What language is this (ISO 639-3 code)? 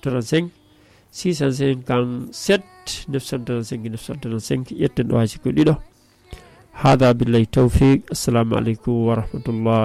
ful